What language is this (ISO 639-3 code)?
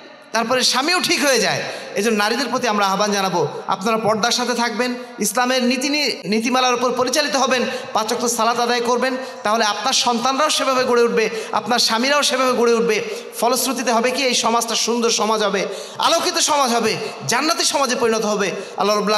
ben